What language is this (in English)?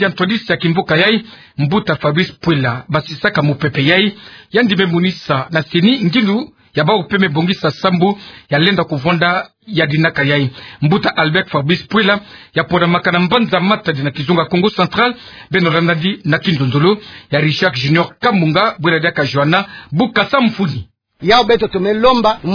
Kituba (Democratic Republic of Congo)